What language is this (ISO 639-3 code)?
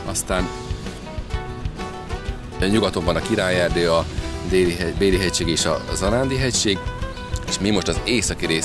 hun